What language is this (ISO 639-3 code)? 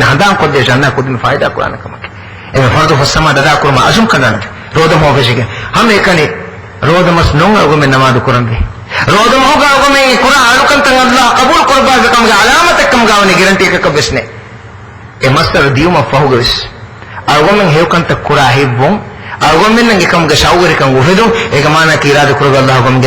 div